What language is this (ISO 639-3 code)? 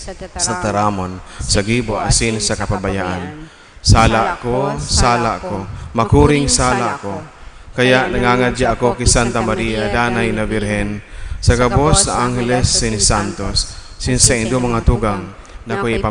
bik